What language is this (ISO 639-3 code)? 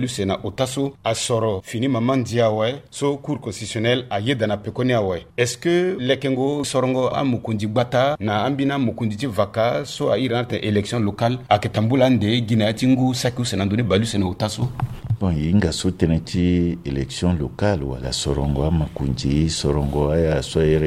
sag